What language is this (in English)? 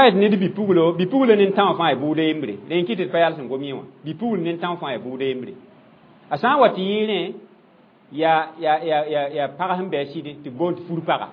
Mossi